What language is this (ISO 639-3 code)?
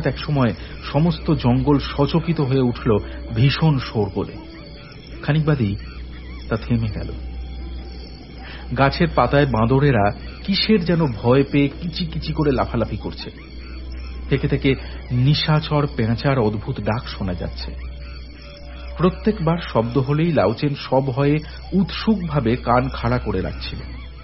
ben